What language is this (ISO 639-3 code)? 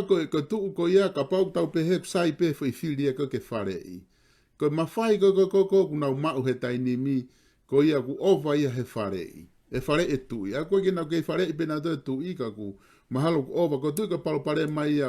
ton